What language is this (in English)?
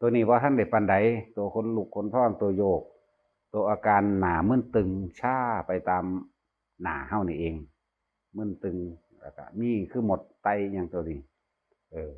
Northeastern Thai